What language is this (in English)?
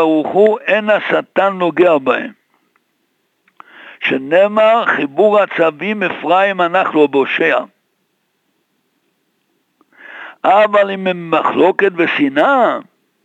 Hebrew